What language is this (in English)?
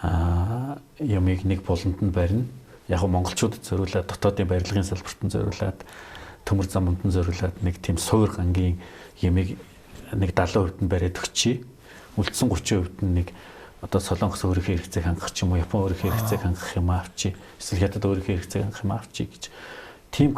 Mongolian